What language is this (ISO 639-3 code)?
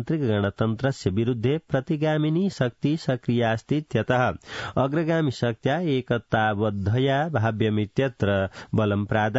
san